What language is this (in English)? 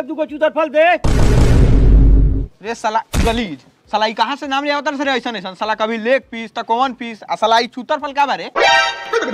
Bhojpuri